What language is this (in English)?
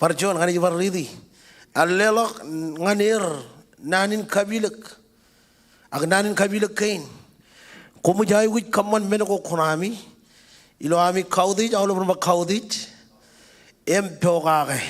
Marshallese